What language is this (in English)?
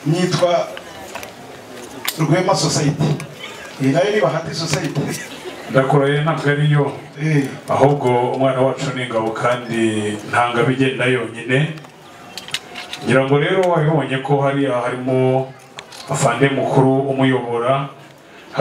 Kinyarwanda